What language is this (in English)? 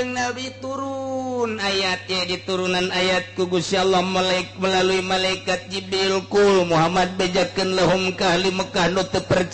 Sundanese